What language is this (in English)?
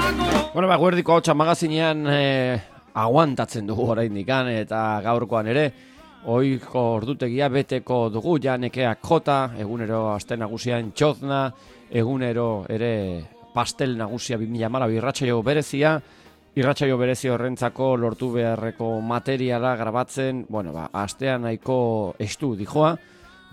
Basque